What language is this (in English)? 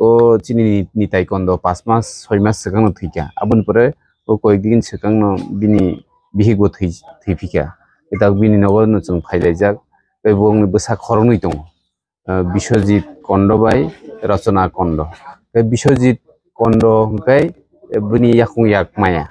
Kok Borok